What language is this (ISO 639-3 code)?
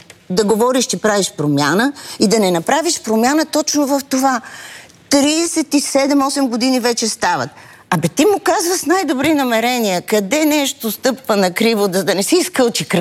bul